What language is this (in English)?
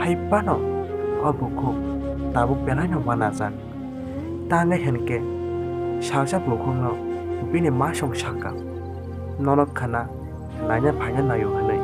Kok Borok